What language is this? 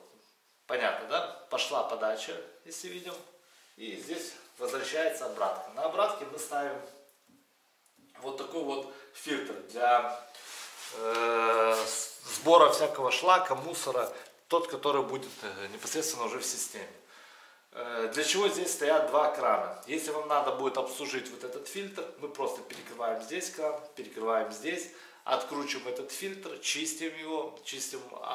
Russian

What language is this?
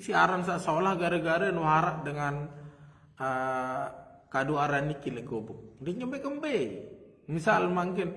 Sasak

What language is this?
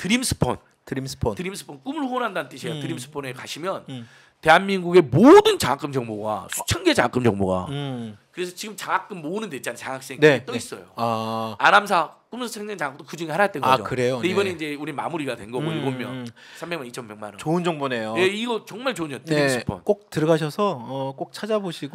Korean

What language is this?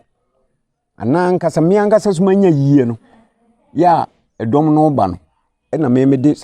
Akan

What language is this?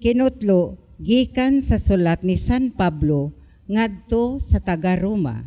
Cebuano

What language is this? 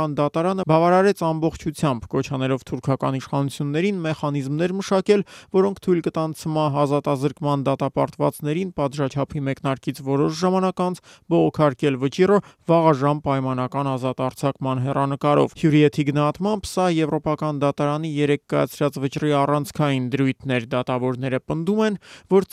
Armenian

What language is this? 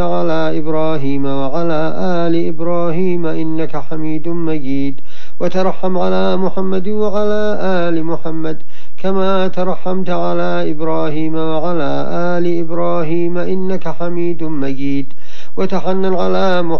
Arabic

